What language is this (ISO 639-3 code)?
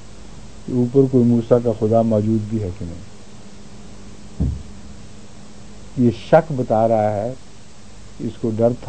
urd